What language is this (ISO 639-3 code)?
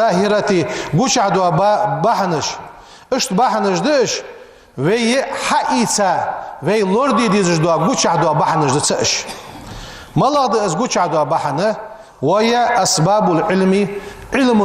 inh